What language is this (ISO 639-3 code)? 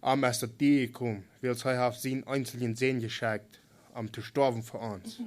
pdt